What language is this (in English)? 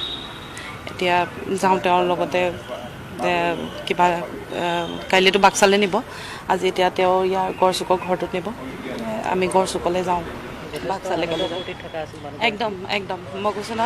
Assamese